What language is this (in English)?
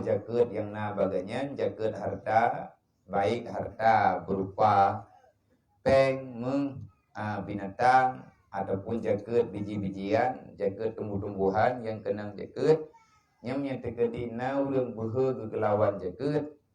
Achinese